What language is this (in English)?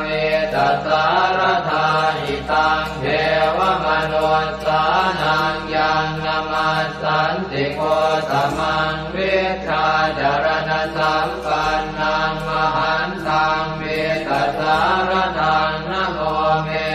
Pali